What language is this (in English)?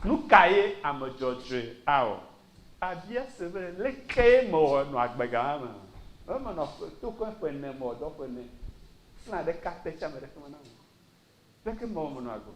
Ewe